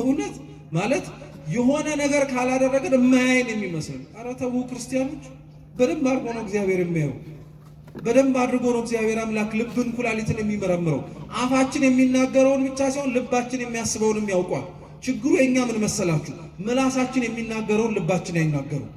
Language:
Amharic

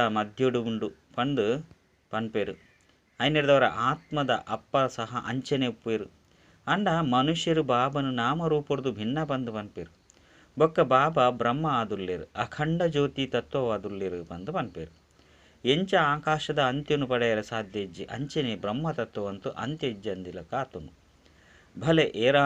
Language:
Tulu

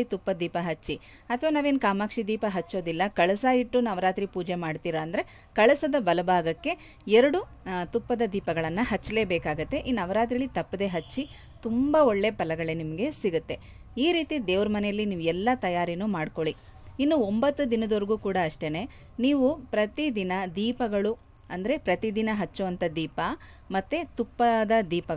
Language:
Kannada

